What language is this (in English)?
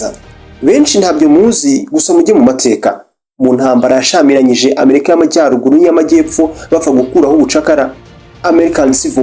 Kinyarwanda